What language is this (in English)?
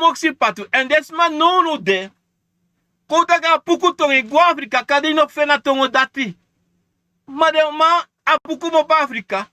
Sranan Tongo